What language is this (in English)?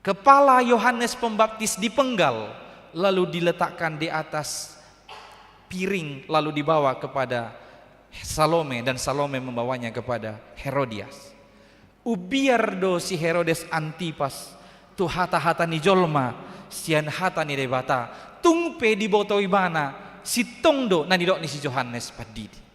Batak Toba